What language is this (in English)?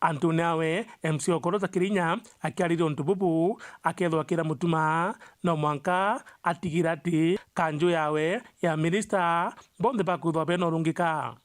Meru